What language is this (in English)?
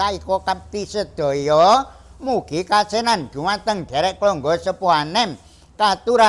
Javanese